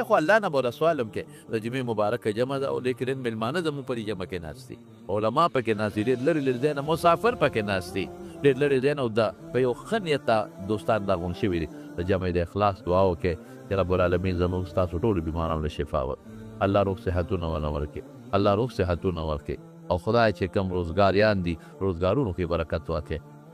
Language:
Pashto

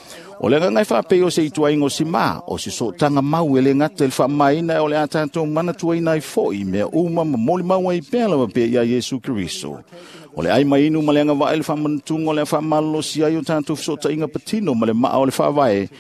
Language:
Samoan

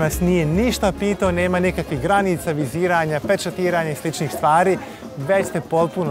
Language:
Croatian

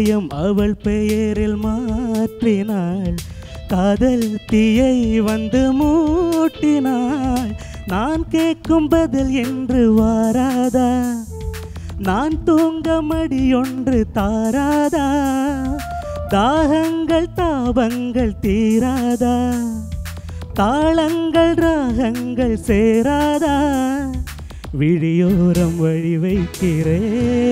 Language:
Tamil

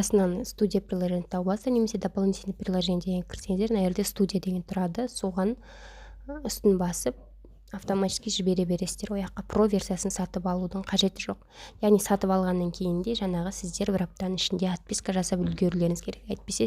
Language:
Kazakh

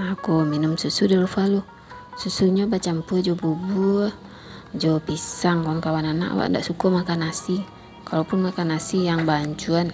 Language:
Minangkabau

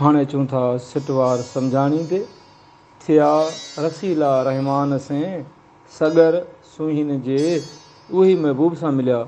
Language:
Sindhi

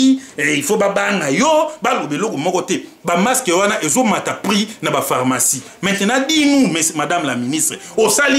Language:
Lingala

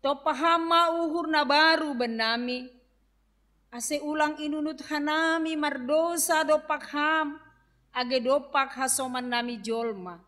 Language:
Batak Simalungun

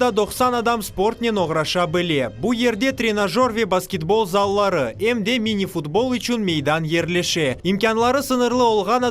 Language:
Crimean Tatar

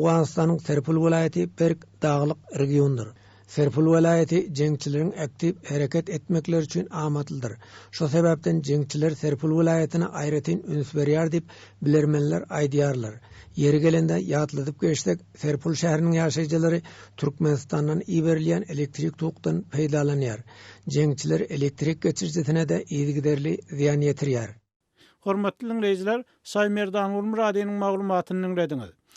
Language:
Turkmen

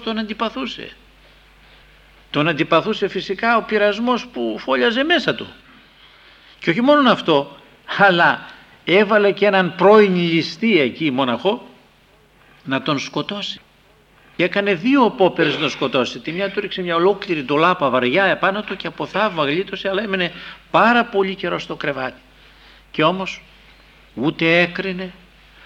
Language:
Greek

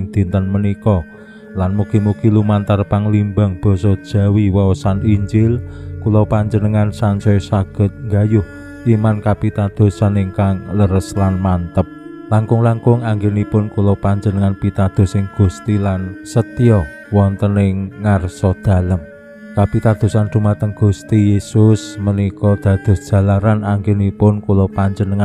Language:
Javanese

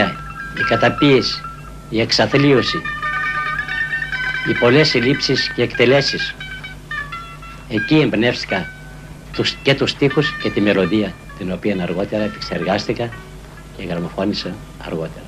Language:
Greek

